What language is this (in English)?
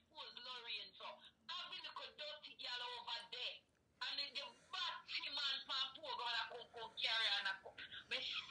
Jamaican Creole English